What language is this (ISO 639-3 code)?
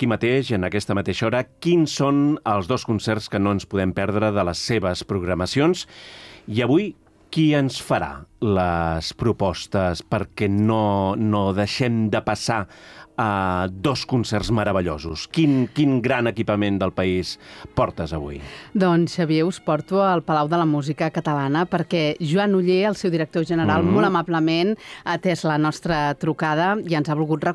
cat